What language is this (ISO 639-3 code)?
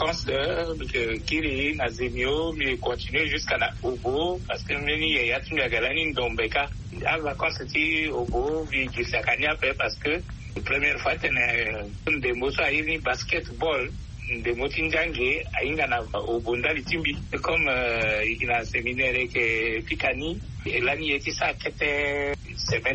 sag